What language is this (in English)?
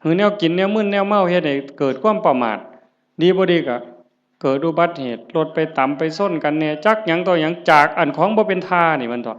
Northeastern Thai